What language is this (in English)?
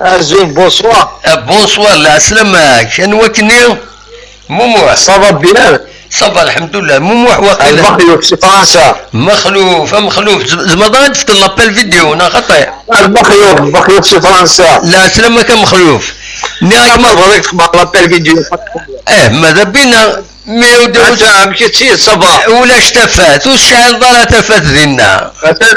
Kabyle